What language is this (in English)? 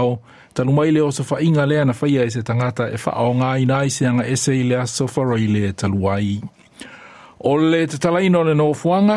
Samoan